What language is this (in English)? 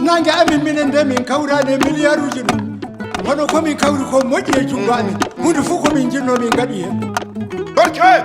Maasina Fulfulde